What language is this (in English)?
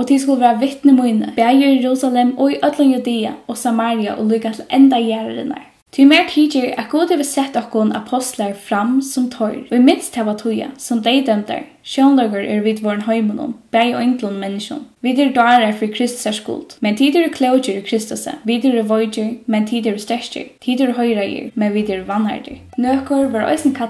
Faroese